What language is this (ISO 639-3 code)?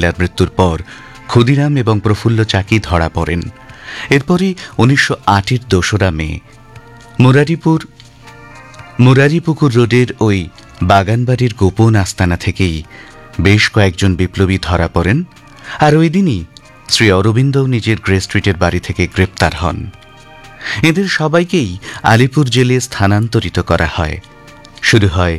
ben